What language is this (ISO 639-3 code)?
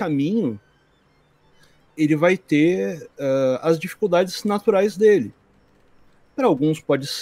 por